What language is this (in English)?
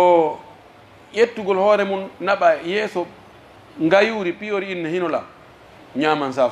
Pular